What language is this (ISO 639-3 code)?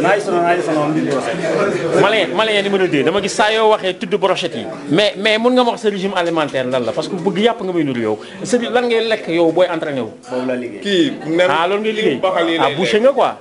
wol